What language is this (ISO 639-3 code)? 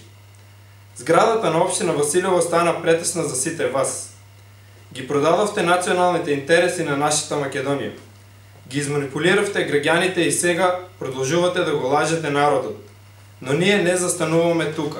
mkd